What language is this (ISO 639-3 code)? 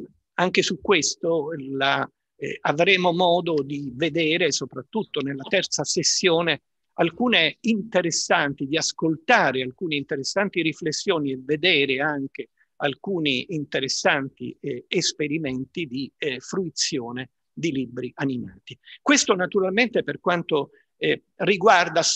ita